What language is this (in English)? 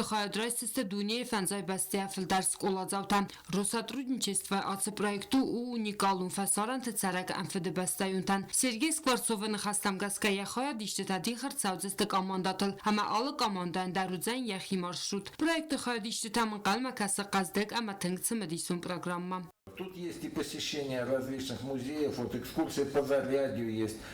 Ossetic